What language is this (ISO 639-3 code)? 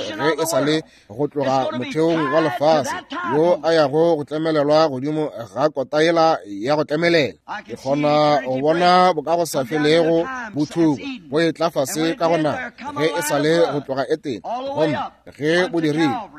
nso